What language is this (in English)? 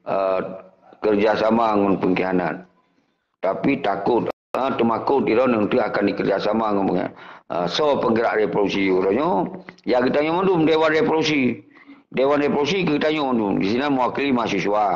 Achinese